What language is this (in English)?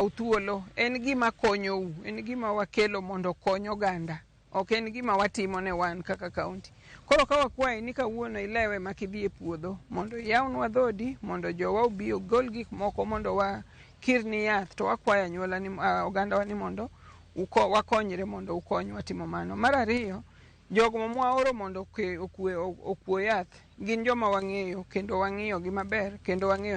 Luo (Kenya and Tanzania)